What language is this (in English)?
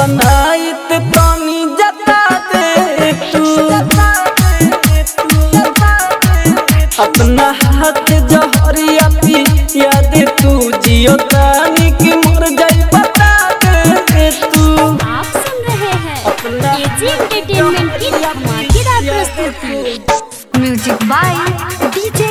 Bhojpuri